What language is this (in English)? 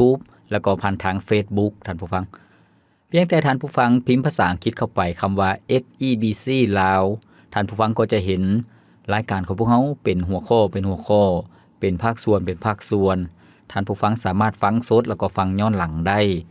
Lao